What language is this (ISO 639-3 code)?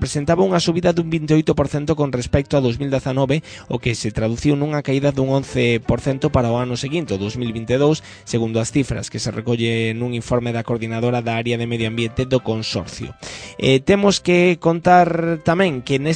glg